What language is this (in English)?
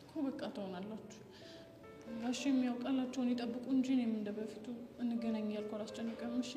Amharic